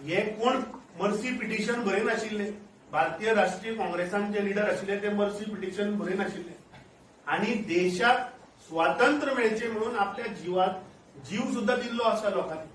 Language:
Konkani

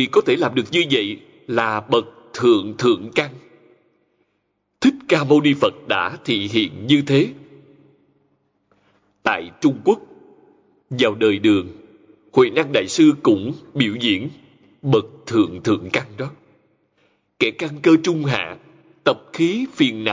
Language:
Vietnamese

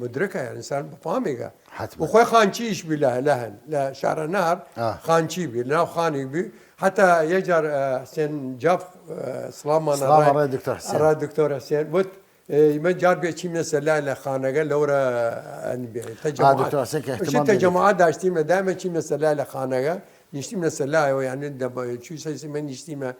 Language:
Southern Kurdish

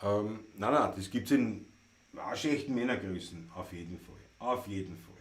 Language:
Bavarian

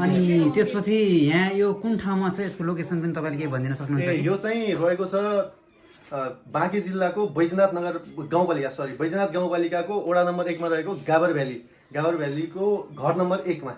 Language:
Nepali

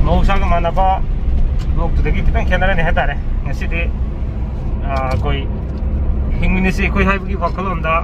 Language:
Manipuri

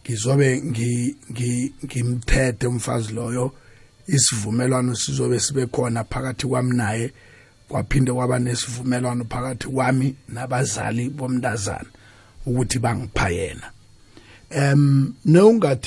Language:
South Ndebele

